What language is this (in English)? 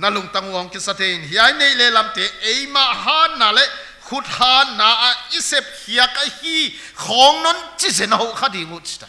Paite Chin